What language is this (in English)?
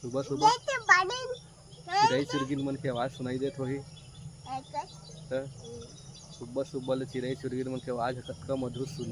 Chhattisgarhi